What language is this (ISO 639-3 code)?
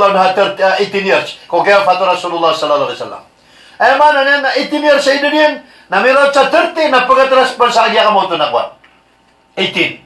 mrw